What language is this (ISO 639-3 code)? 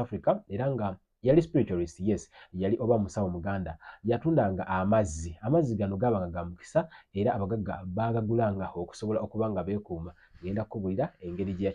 lug